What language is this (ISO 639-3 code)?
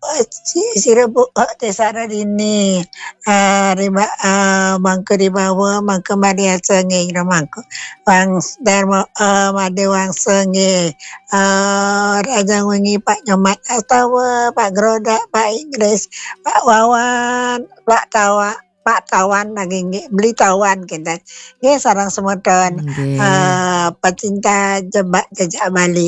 ban